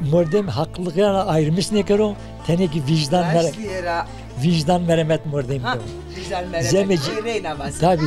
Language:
Zaza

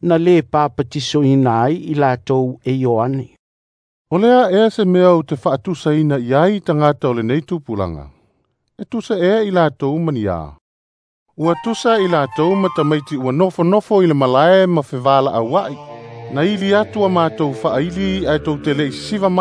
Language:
Samoan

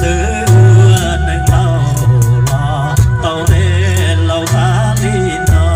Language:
Hmong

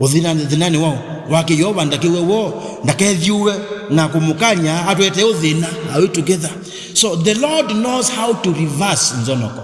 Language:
Kamba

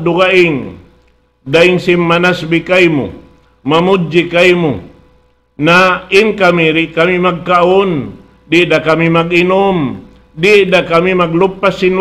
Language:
Tausug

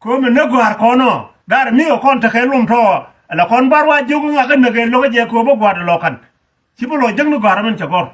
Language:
Nuer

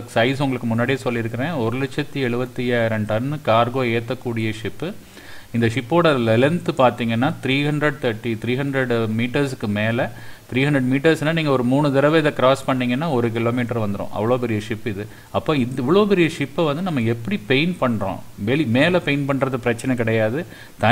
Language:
Tamil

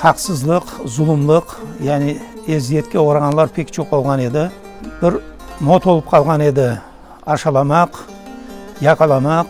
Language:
Crimean Tatar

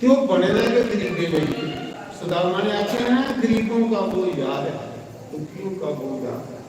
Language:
Dogri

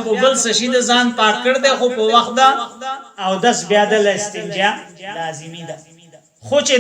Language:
Pashto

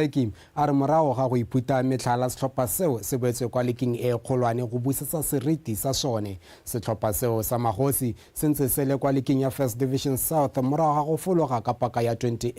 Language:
Tswana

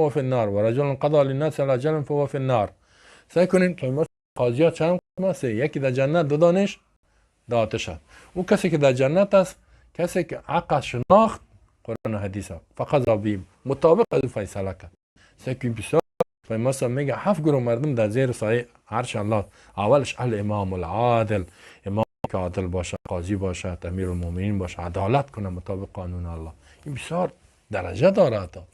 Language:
Persian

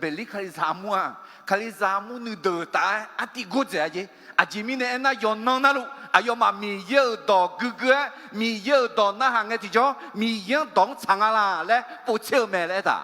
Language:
Akha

